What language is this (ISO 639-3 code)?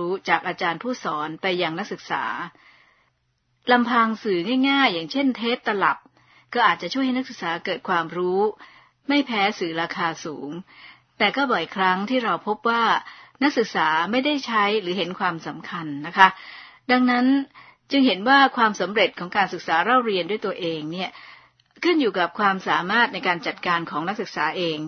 tha